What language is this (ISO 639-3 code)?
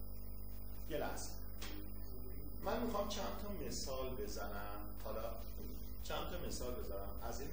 fas